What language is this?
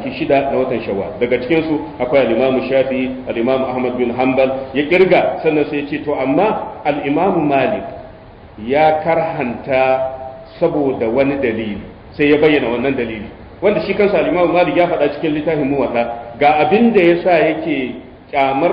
Hausa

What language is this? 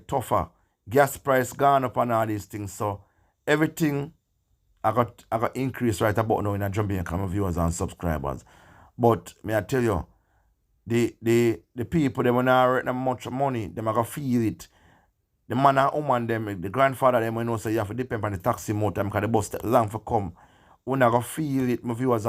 Jamaican Creole English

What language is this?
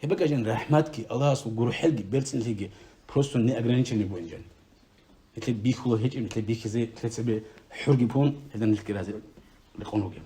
Avaric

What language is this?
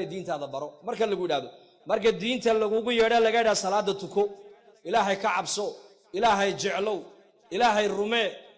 Somali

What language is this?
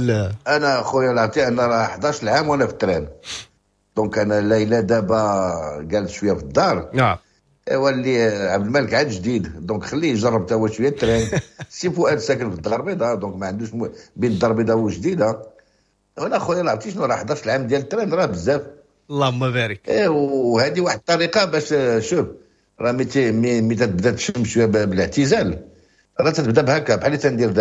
Moroccan Arabic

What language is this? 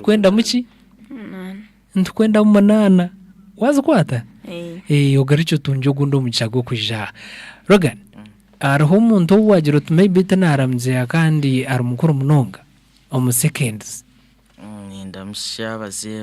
Nyankole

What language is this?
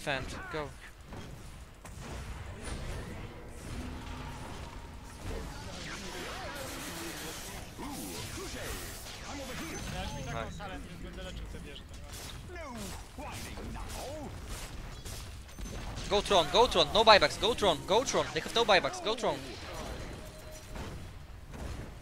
Polish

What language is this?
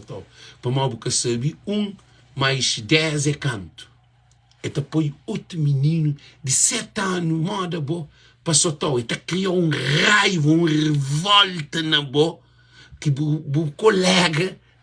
Kabuverdianu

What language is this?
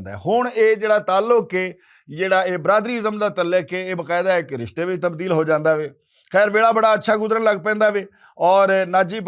Western Panjabi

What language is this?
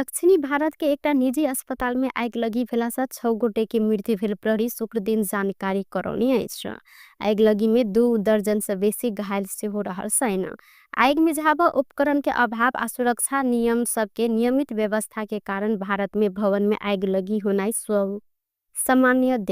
Maithili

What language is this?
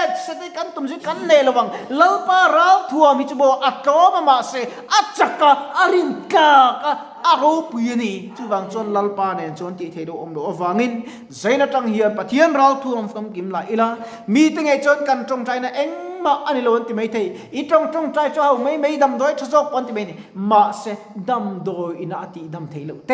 Mizo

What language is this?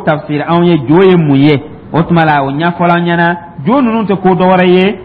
Dyula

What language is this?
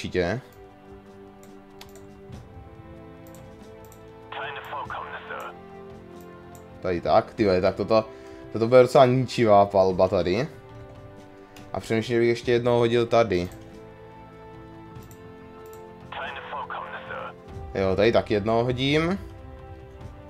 Czech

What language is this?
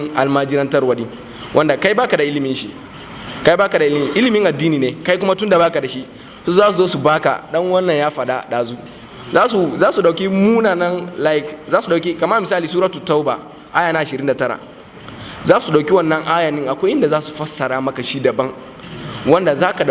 Hausa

